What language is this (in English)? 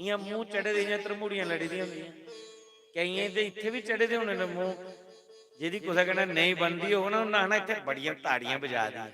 Dogri